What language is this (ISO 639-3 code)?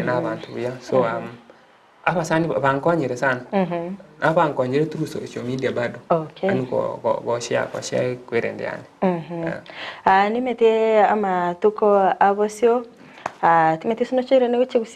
guz